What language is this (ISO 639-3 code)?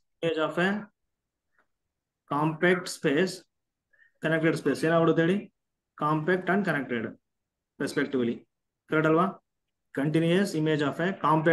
kan